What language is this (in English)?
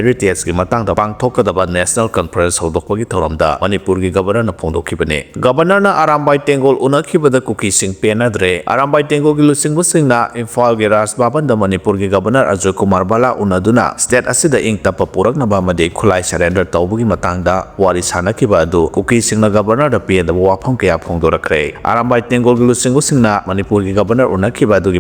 Manipuri